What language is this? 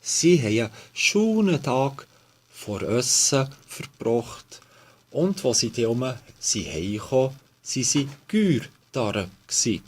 Swiss German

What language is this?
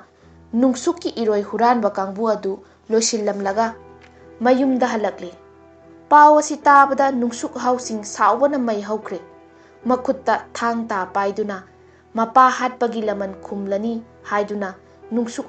Manipuri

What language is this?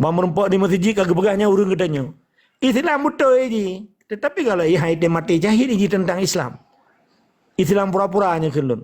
Achinese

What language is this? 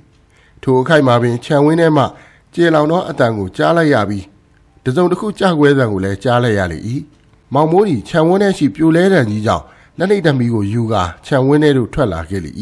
Burmese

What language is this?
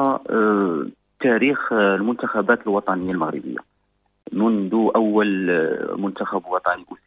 Moroccan Arabic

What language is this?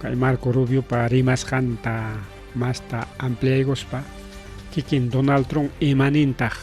Ayacucho Quechua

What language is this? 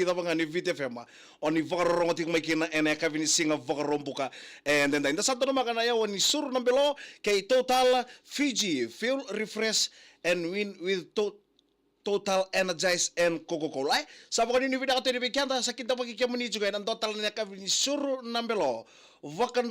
Fijian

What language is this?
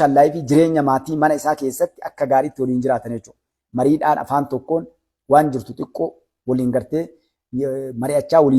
Oromo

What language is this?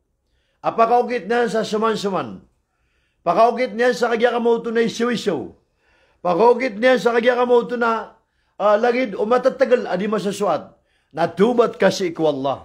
Maranao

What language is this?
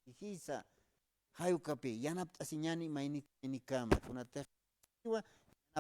Aymara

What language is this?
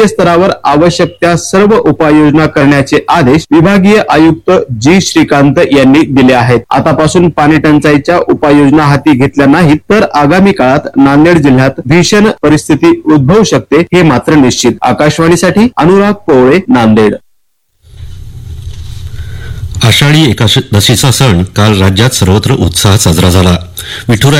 Marathi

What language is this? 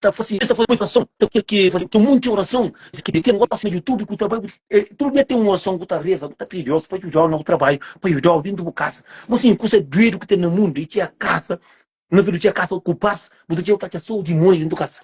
Kabuverdianu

